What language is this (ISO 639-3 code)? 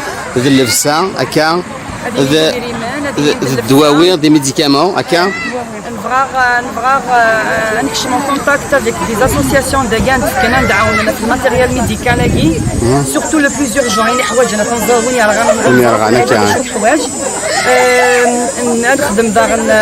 kab